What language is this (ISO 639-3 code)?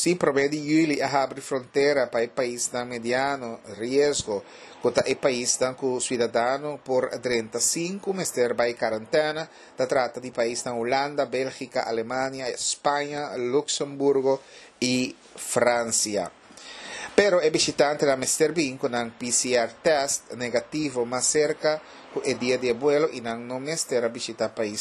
pap